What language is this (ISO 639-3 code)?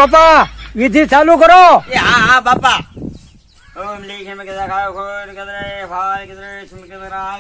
guj